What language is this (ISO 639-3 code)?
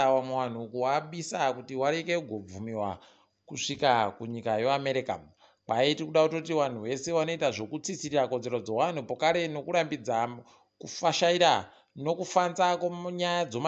ndc